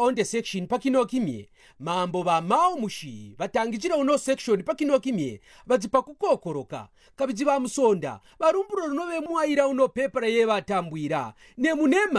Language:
Kaonde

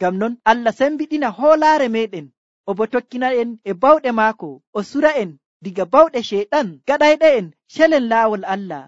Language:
Nigerian Fulfulde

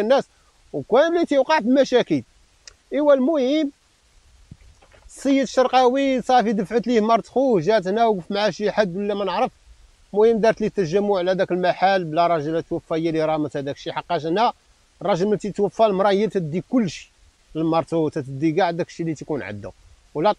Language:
Moroccan Arabic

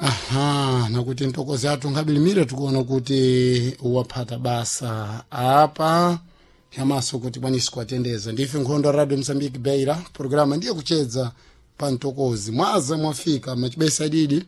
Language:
Sena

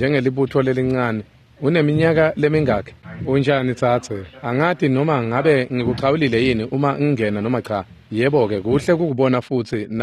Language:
Swati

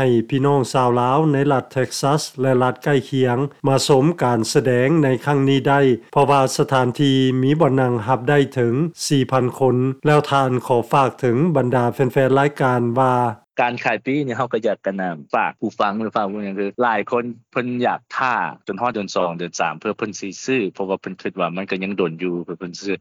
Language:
Lao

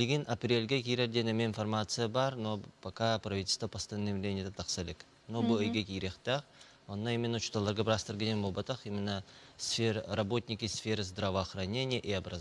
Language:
Yakut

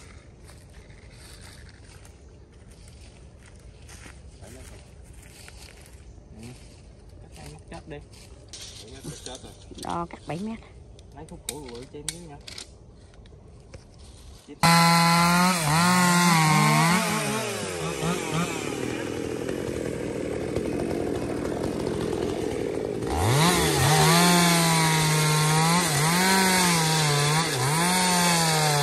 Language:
Vietnamese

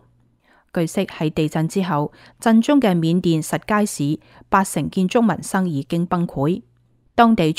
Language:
Cantonese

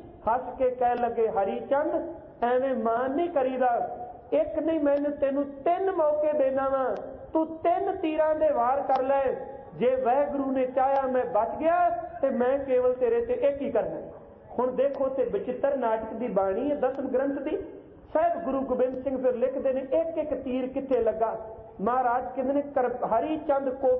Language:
Punjabi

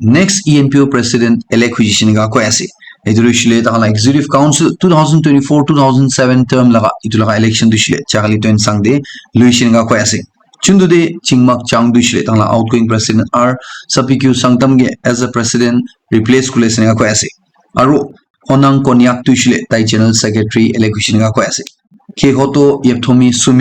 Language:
Naga Pidgin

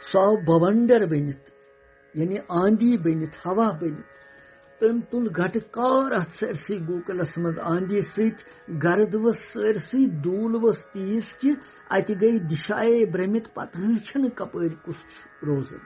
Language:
Kashmiri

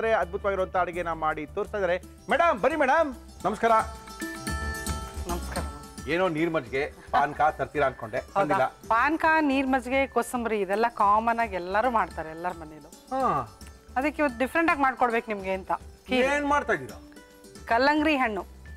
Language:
Kannada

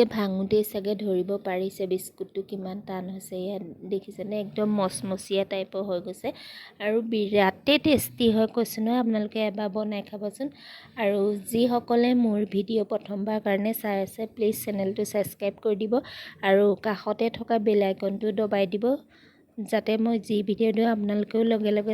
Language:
Assamese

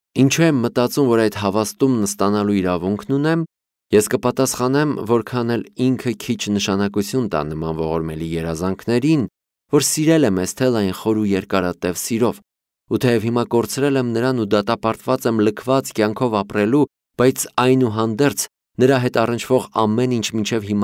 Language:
Armenian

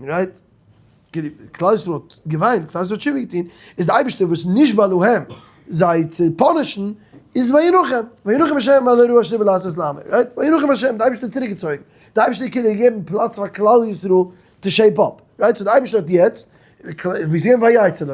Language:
Yiddish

